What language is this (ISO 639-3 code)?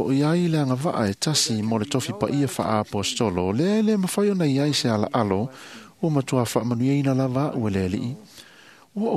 smo